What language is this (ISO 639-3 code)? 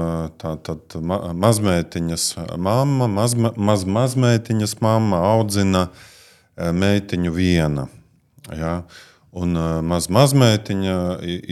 lav